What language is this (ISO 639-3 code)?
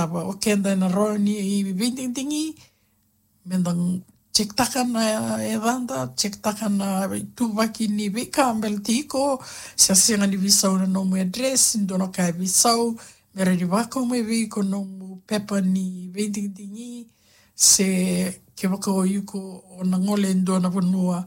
fij